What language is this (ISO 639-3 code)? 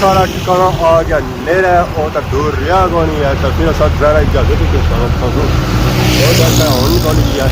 phr